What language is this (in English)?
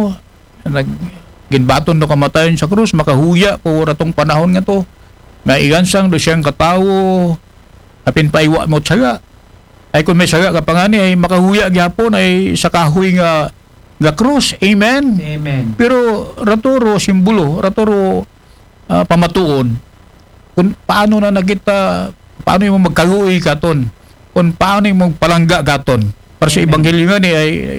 Aklanon